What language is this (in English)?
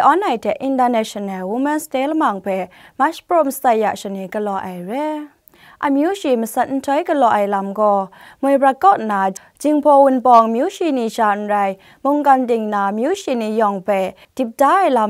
Kachin